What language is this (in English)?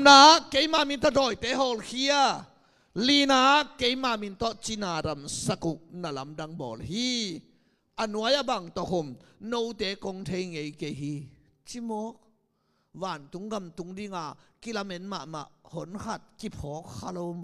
Tedim Chin